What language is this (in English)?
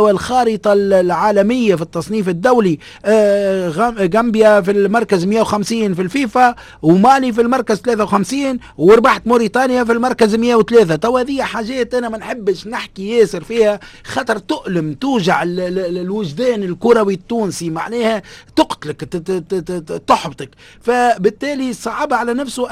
Tunisian Arabic